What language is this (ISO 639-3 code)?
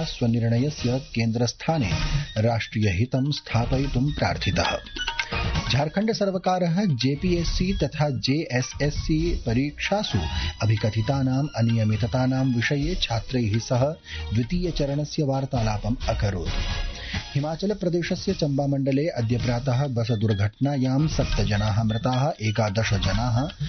san